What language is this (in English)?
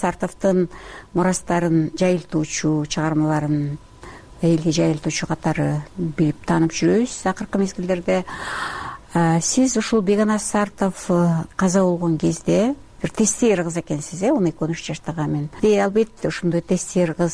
Kyrgyz